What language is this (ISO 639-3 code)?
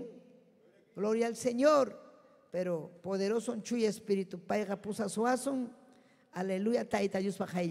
quy